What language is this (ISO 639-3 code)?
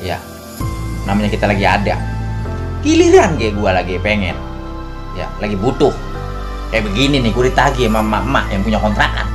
bew